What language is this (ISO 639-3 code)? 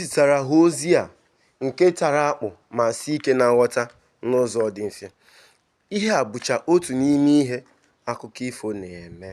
ibo